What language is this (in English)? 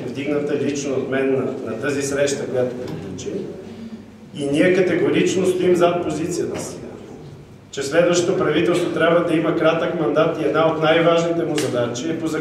Bulgarian